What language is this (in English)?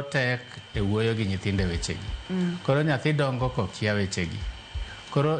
Luo (Kenya and Tanzania)